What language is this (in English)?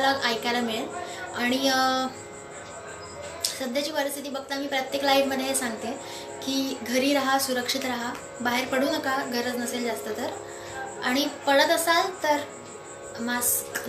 Marathi